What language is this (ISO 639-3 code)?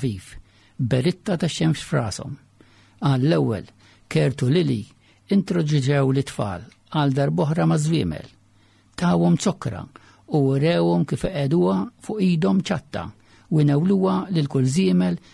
mlt